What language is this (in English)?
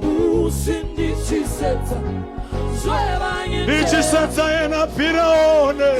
Venda